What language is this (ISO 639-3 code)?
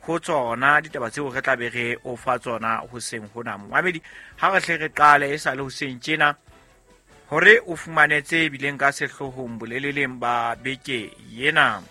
sot